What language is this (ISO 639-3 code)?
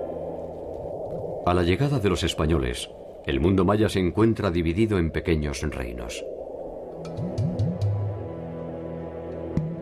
spa